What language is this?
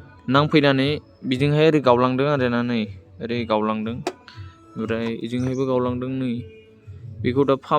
Bodo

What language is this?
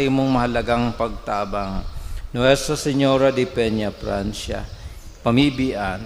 Bikol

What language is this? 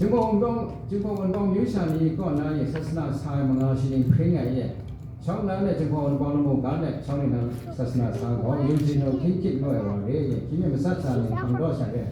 Kachin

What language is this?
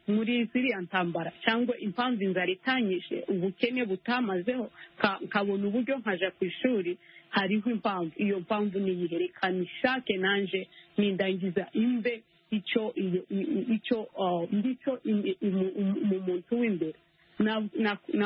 Kinyarwanda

